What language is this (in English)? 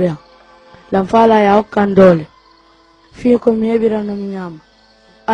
Fula